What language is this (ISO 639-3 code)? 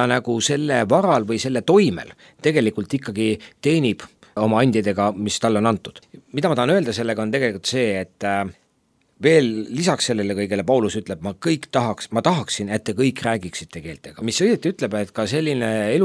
est